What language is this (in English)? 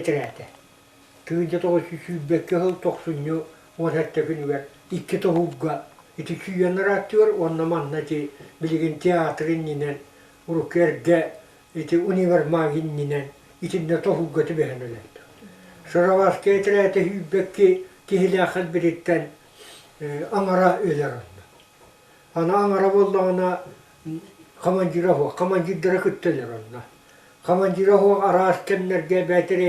Yakut